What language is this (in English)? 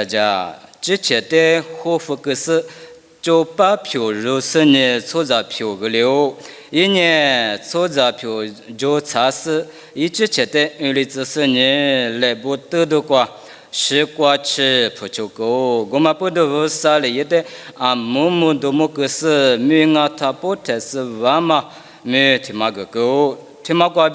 Lisu